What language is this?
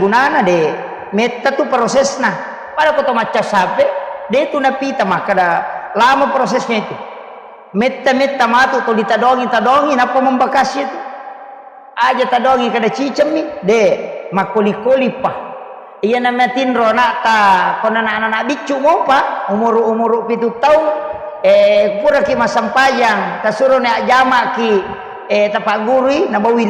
Buginese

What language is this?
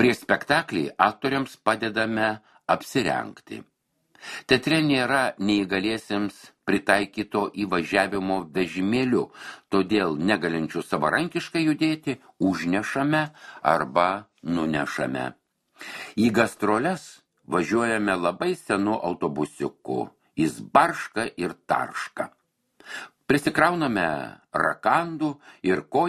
Lithuanian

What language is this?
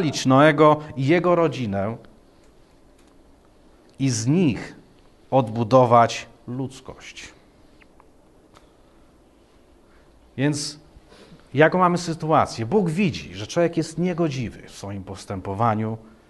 Polish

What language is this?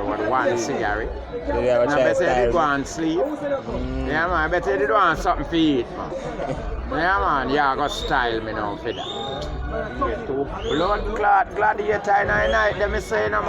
Jamaican Creole English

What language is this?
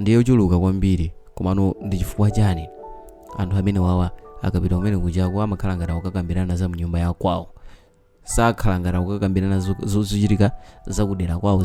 Nyanja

